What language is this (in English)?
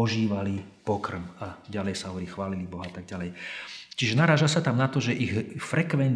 Slovak